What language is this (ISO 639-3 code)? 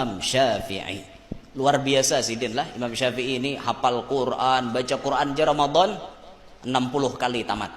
bjn